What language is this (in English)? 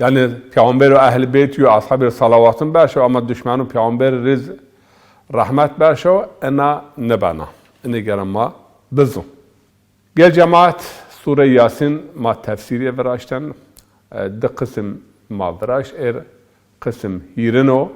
Zaza